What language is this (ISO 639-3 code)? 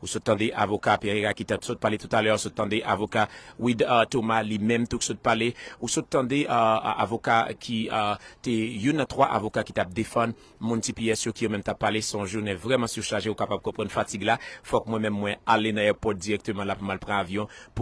hat